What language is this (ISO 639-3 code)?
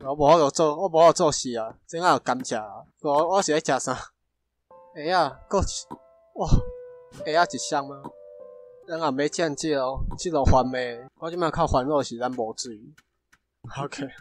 nan